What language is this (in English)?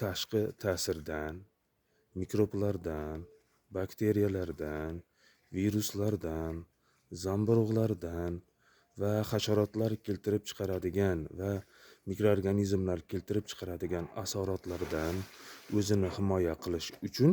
Uzbek